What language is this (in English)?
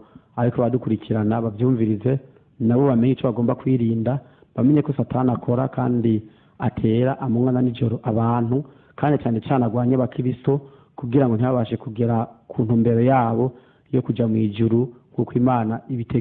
Rundi